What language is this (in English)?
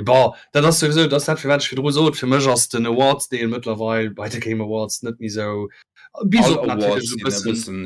Luxembourgish